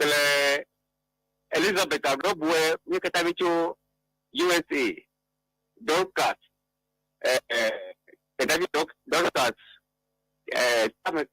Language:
Ewe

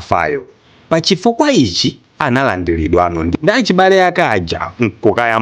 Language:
Nyanja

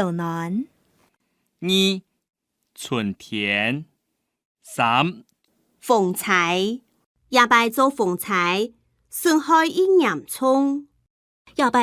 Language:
Hakka Chinese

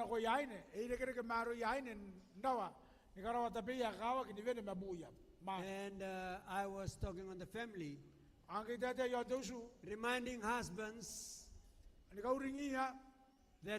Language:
Gilbertese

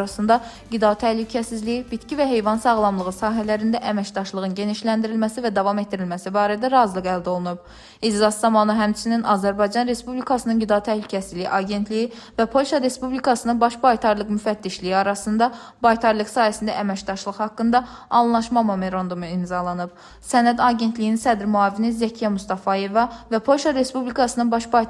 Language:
Azerbaijani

